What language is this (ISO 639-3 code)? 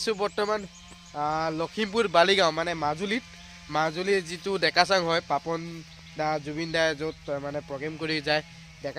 asm